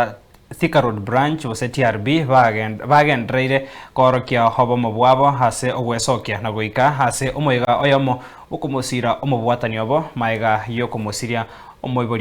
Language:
Gusii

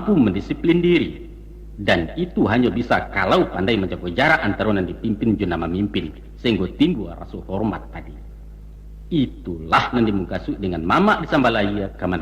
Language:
Minangkabau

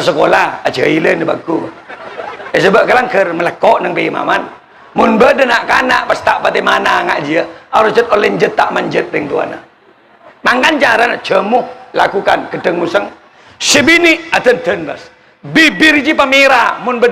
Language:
Madurese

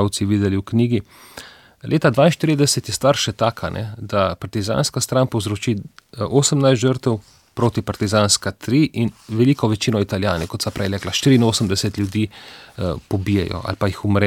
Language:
Slovenian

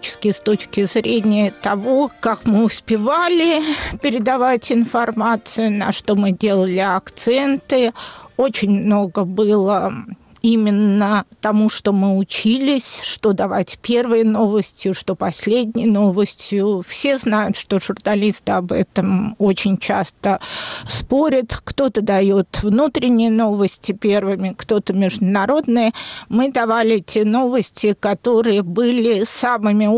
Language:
Russian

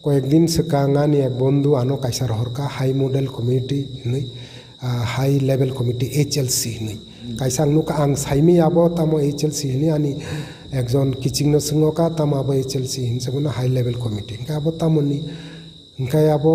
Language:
Kok Borok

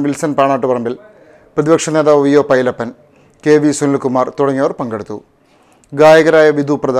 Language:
Malayalam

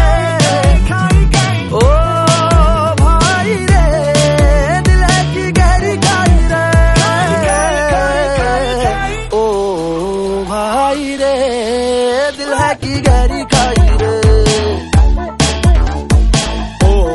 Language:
Hindi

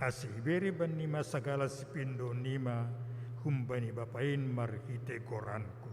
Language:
Batak Simalungun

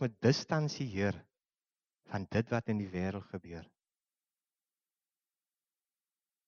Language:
Afrikaans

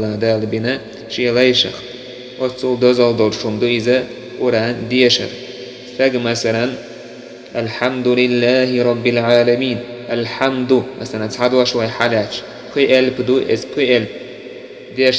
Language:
Chechen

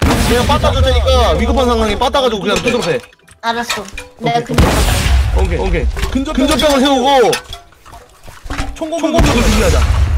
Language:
Korean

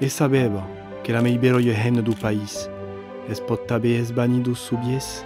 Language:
Occitan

